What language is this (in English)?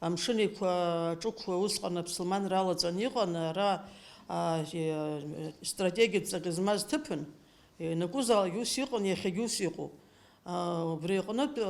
Abkhazian